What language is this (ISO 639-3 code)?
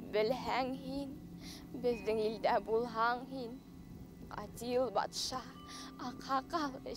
bak